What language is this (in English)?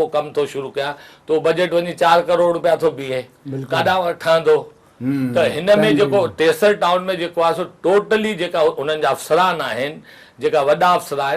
Sindhi